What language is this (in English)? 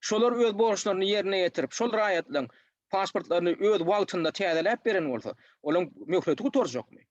Turkmen